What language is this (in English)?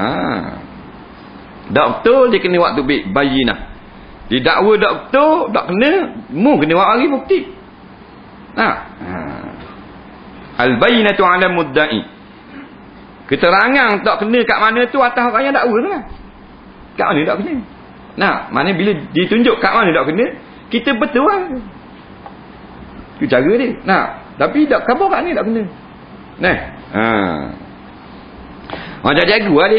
Malay